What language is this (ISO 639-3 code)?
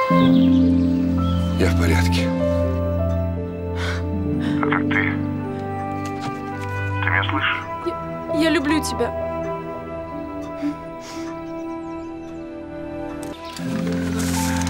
rus